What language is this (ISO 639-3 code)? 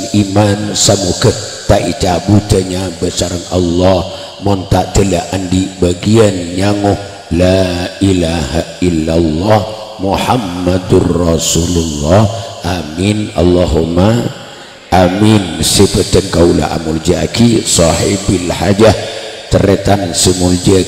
mad